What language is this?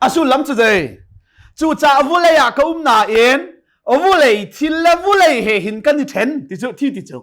Hakha Chin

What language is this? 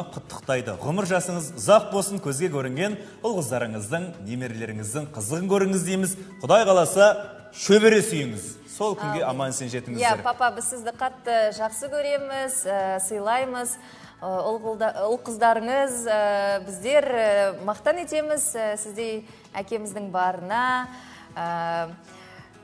Kazakh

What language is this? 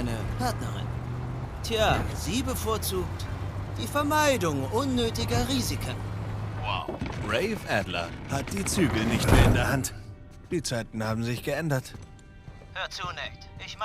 Bavarian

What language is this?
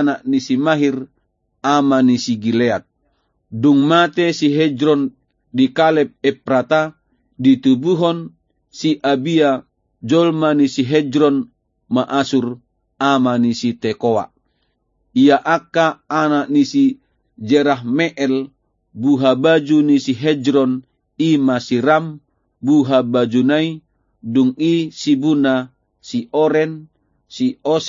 Batak Toba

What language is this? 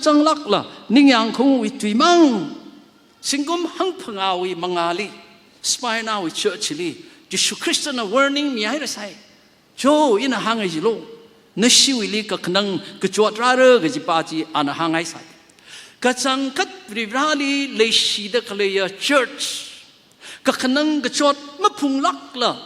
Tangkhul Naga (India)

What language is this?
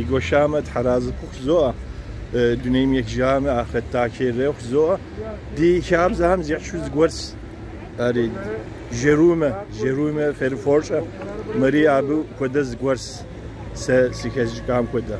Kabardian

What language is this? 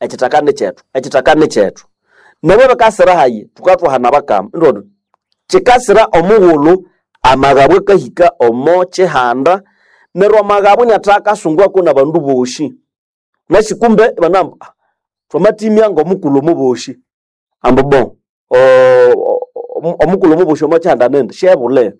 Nande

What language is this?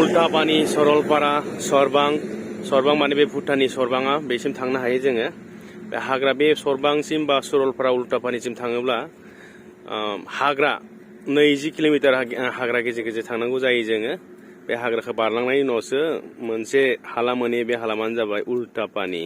Bodo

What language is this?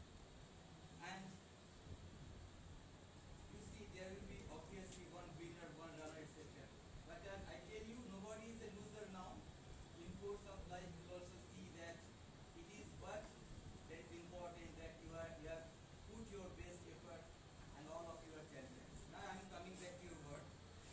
English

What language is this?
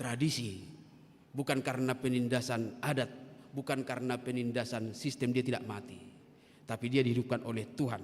Batak Toba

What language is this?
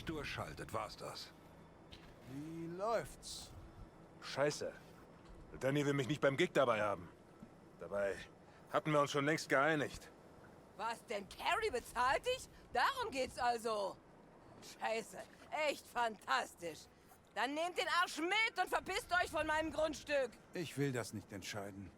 Swiss German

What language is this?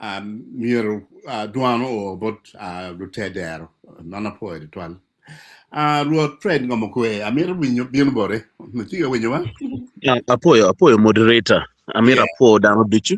Acoli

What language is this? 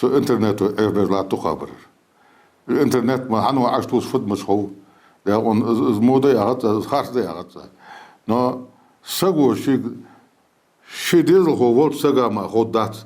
Ingush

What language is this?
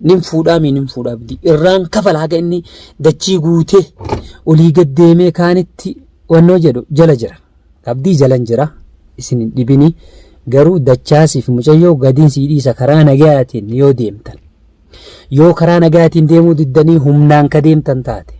Oromo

